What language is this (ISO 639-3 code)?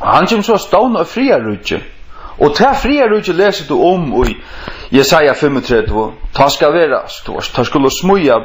fao